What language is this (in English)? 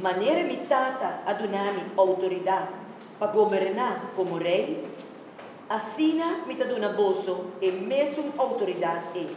Papiamento